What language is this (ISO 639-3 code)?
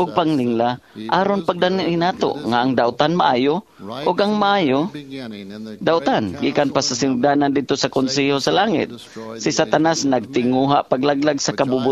ceb